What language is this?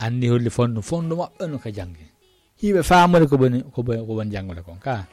Fula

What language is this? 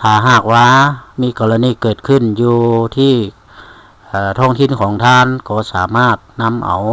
Lao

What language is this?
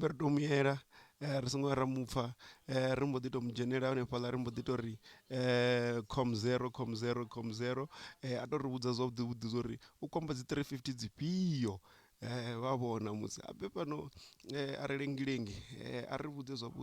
Venda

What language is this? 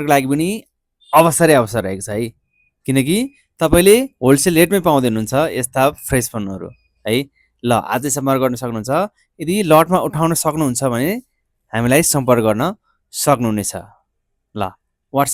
Nepali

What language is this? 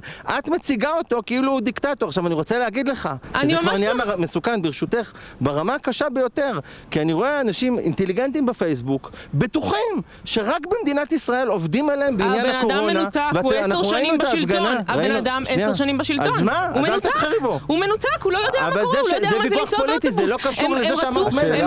Hebrew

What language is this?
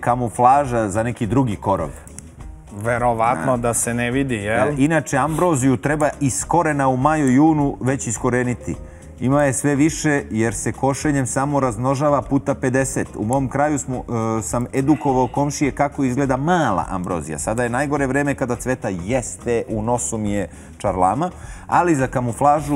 Serbian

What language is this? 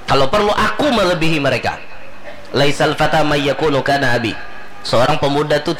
Banjar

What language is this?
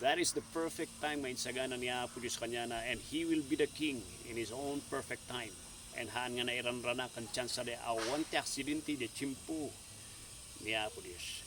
Iloko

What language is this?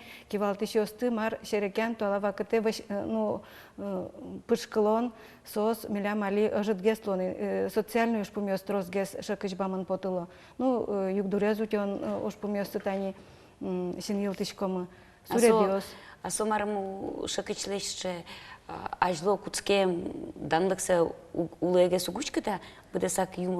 Udmurt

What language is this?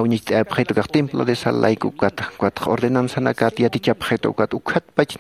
Aymara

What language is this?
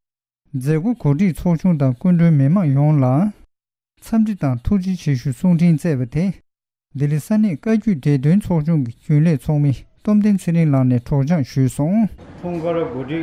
Tibetan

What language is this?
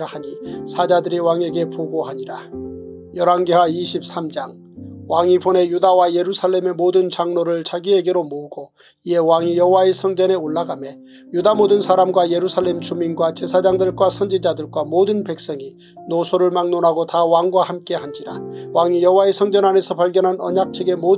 Korean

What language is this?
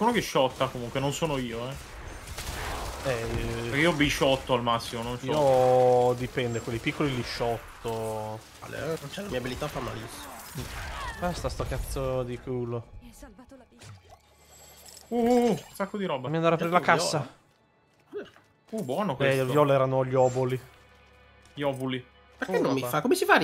Italian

